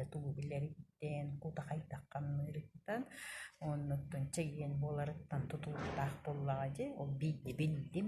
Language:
Yakut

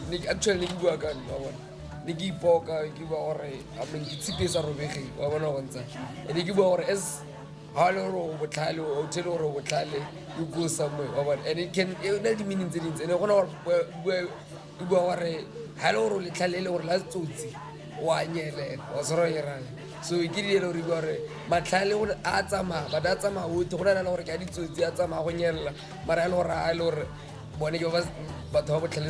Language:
Tswana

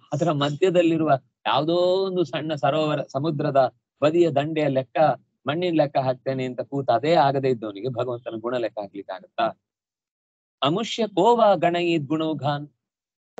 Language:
Kannada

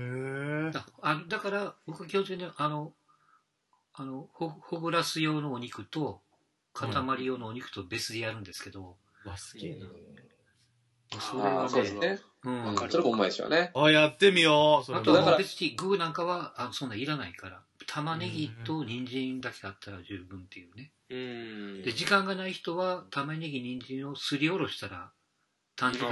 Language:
Japanese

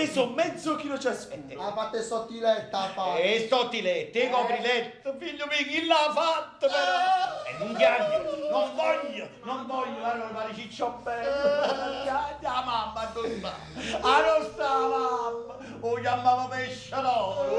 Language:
Neapolitan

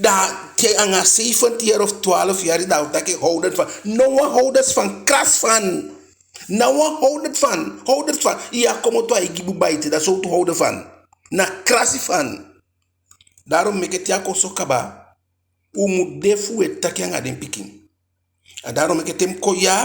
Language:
Eastern Maroon Creole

